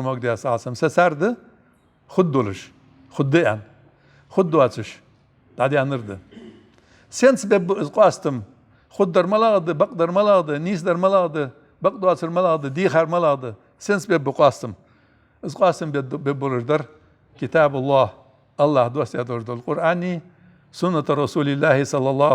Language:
Ingush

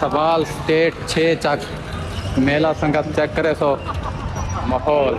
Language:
Saraiki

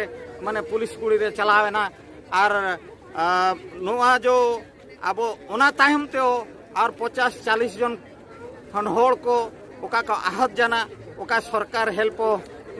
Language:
Santali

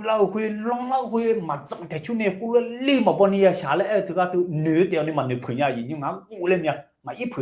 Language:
Akha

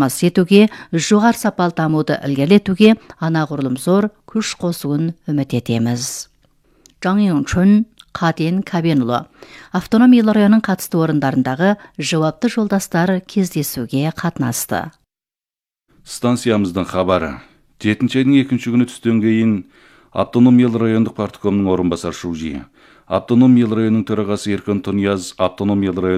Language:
Kazakh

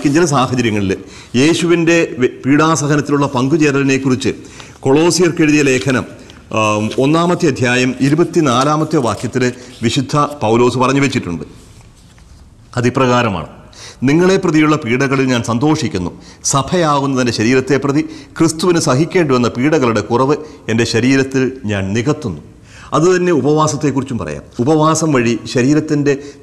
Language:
Malayalam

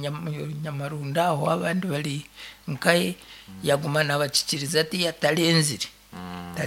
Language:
Nyankole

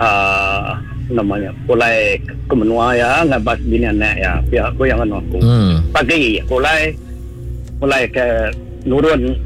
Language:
Iban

